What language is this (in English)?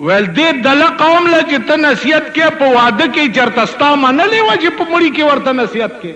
Pashto